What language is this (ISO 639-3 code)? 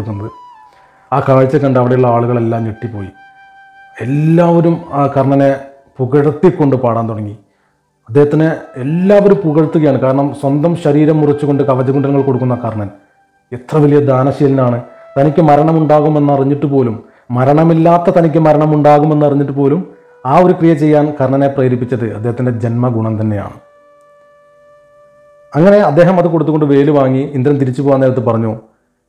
mal